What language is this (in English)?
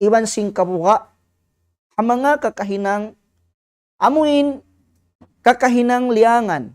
Tausug